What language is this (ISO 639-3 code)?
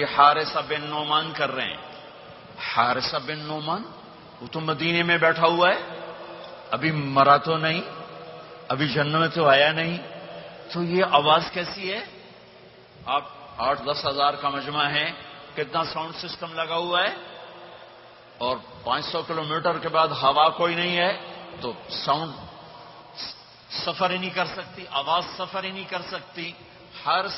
urd